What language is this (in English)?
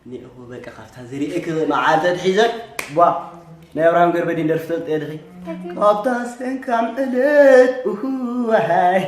Tigrinya